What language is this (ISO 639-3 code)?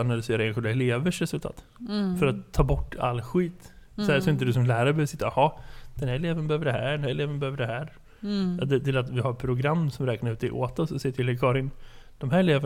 swe